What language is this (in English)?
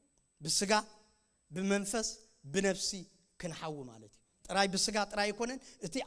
Tigrinya